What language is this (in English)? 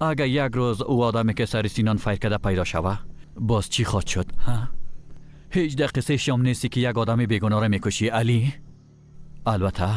Persian